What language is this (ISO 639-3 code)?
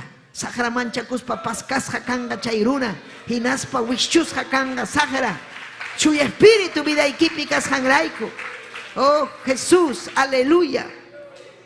quy